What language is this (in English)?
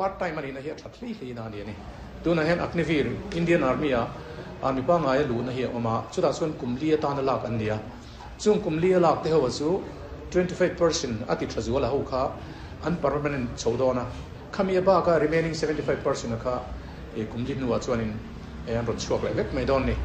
Mizo